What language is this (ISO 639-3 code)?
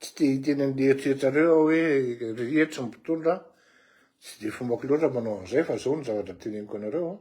mlg